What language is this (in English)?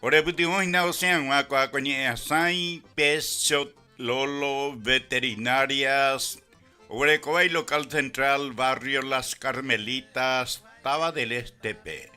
Guarani